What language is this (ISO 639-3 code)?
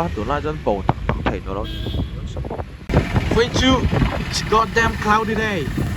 lus